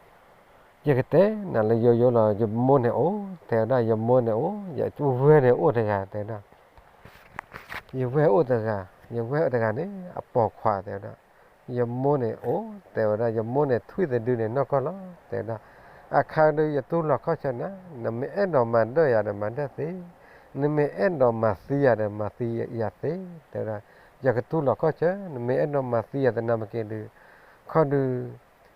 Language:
S'gaw Karen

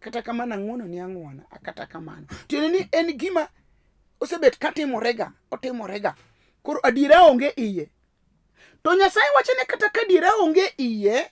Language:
Luo (Kenya and Tanzania)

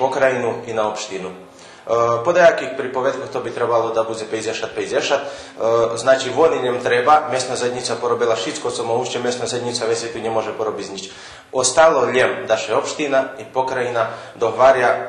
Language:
Rusyn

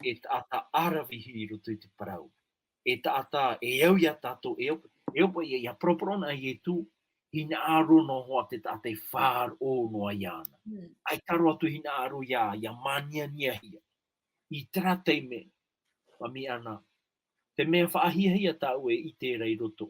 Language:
Tahitian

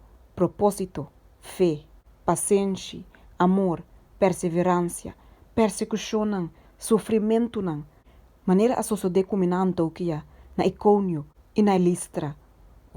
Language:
Papiamento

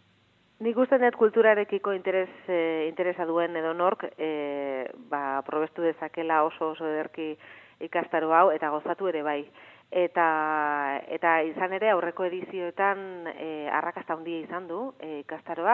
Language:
Basque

